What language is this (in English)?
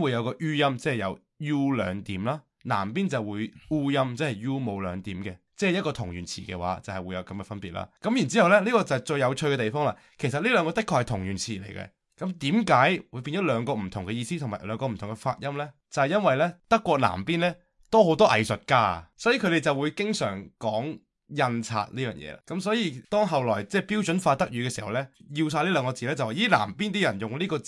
Cantonese